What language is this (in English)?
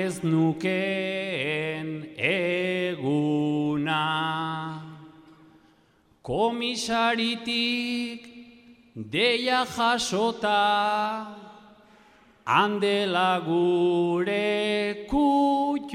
Basque